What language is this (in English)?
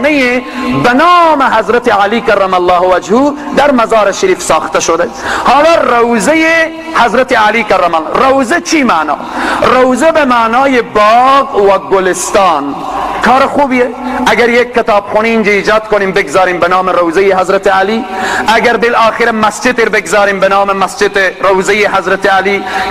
Tajik